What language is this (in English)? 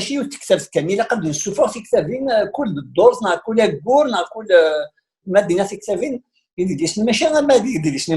Kabyle